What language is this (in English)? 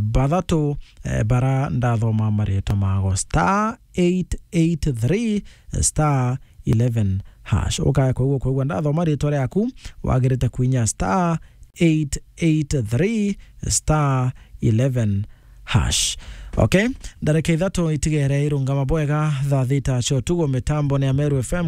Meru